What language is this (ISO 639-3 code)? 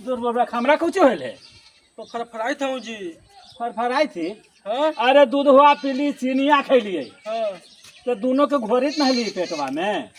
mag